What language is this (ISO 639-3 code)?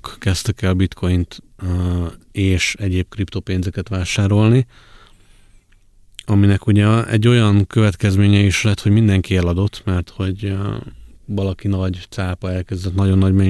hun